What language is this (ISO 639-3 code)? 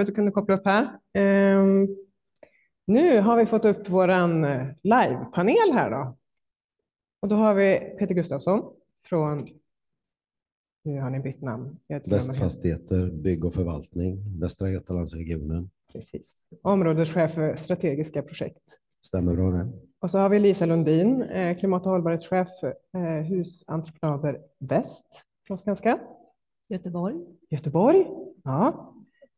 swe